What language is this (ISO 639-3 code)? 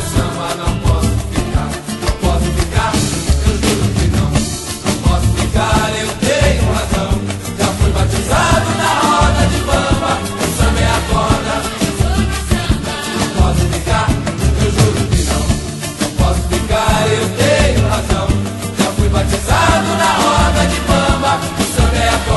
por